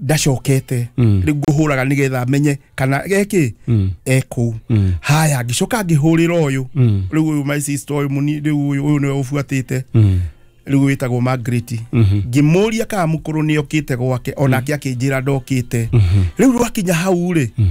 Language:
Kikuyu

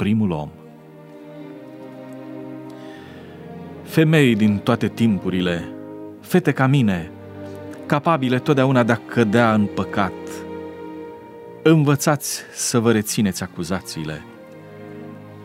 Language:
Romanian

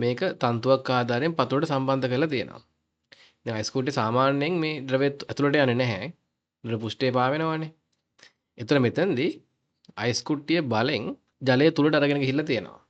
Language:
Sinhala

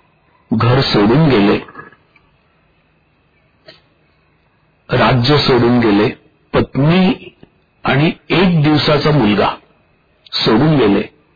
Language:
Marathi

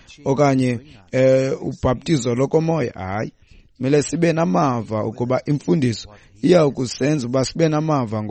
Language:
Xhosa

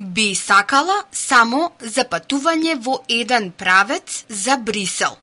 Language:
Macedonian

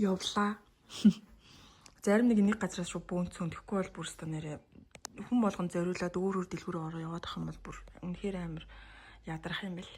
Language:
Mongolian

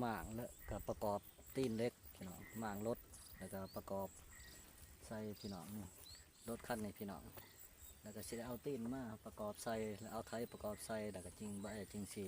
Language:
Lao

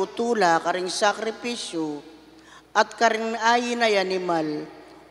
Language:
Pampanga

